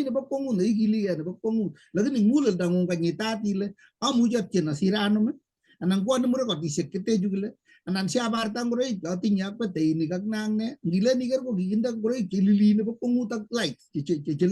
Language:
Kalenjin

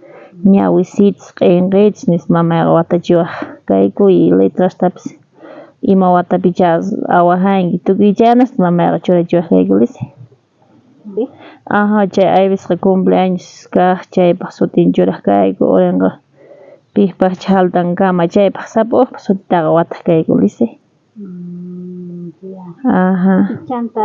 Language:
South Bolivian Quechua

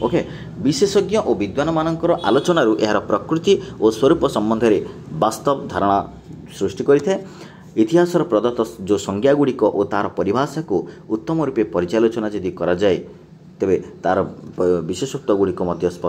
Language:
Odia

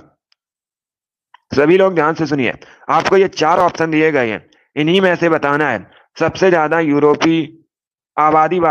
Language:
Hindi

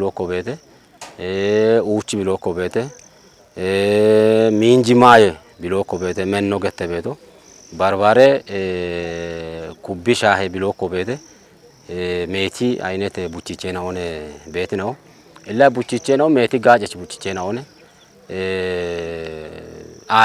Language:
Kafa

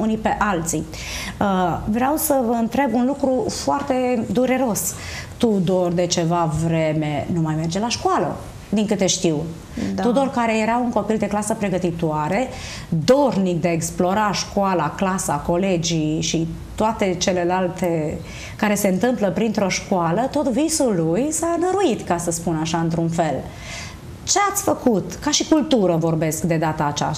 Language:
Romanian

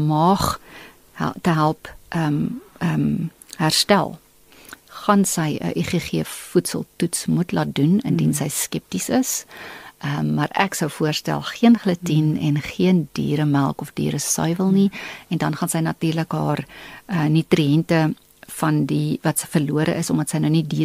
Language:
Afrikaans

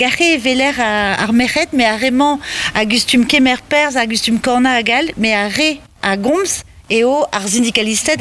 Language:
Breton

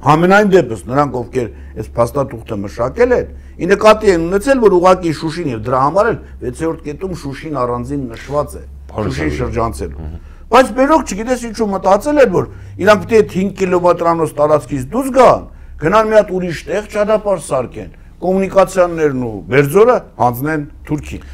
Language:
Armenian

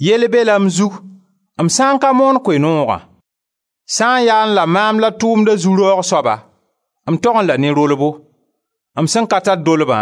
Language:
Mossi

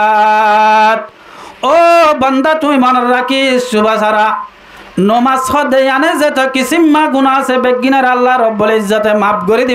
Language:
Rohingya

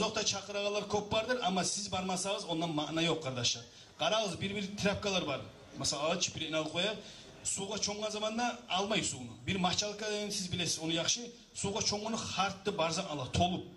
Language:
Kumyk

